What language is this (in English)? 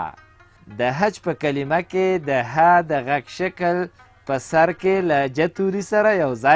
Pashto